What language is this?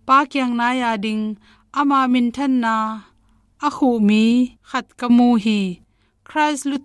Tedim Chin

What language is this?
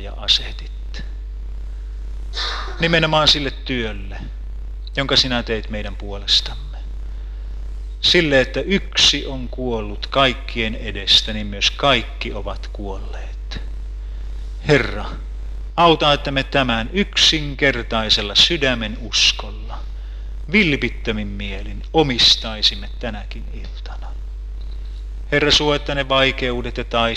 Finnish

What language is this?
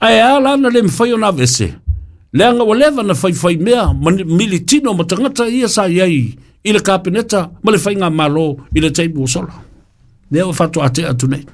Samoan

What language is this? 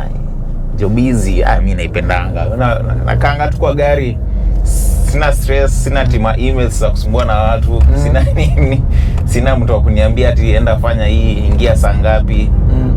Swahili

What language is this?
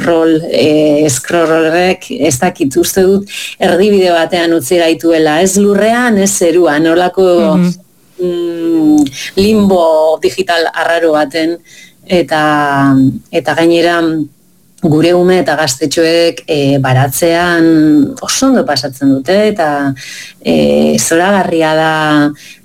Basque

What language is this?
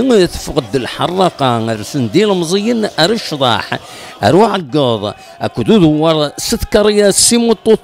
Kabyle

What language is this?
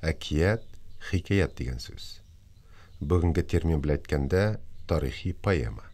Tatar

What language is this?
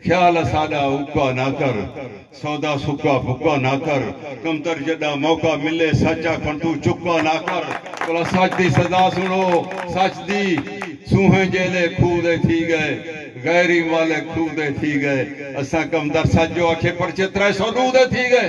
Saraiki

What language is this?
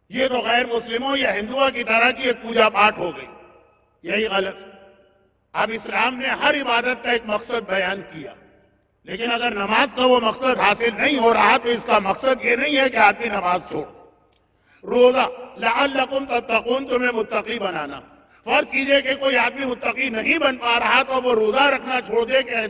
Urdu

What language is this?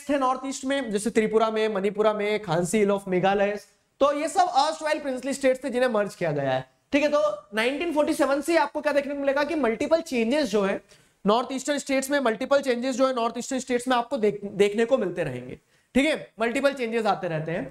Hindi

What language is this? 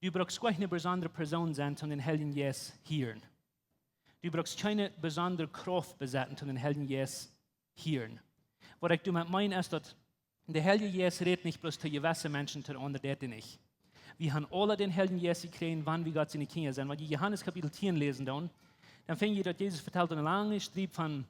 Plautdietsch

